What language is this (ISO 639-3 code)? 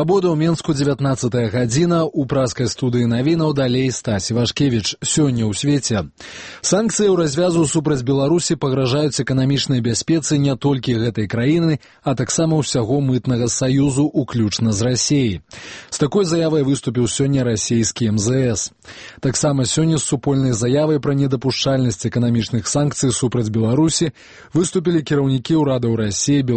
bel